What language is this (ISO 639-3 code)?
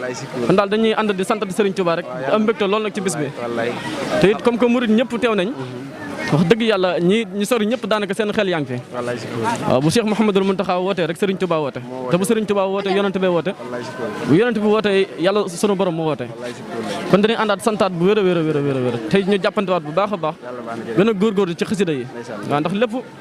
wol